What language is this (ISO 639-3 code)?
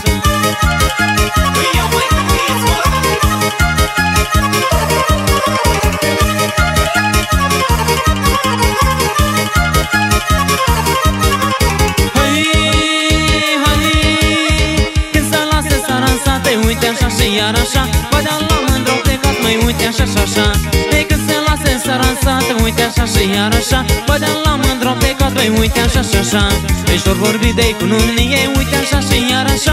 ron